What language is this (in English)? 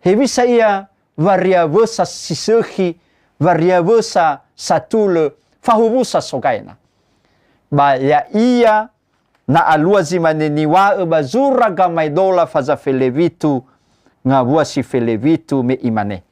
Nias